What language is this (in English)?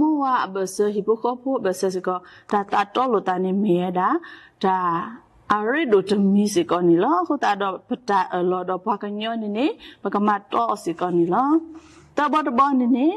S'gaw Karen